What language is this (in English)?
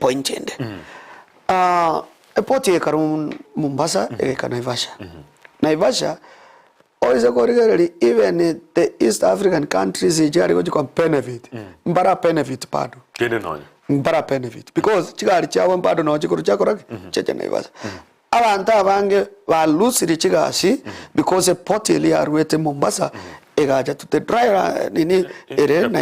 Gusii